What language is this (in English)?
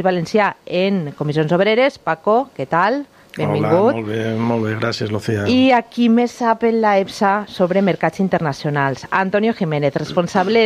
Catalan